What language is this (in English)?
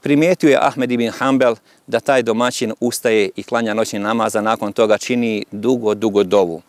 Bosnian